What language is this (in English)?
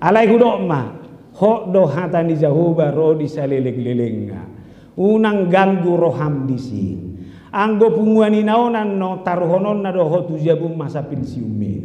Batak Toba